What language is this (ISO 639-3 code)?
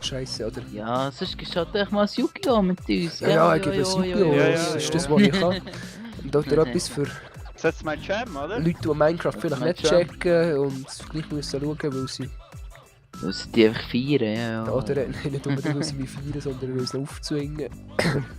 gsw